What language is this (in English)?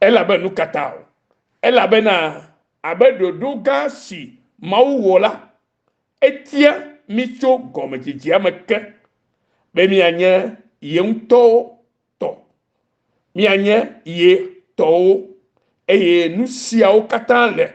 Ewe